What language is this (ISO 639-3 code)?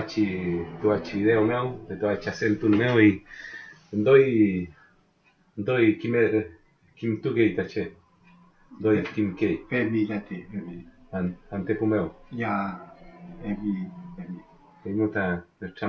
arn